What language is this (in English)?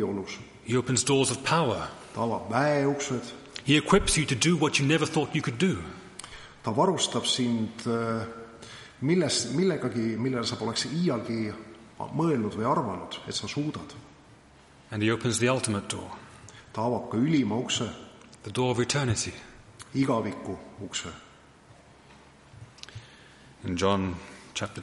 Estonian